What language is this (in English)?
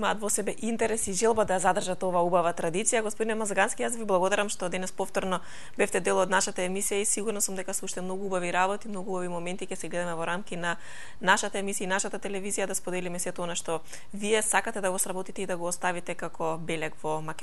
Macedonian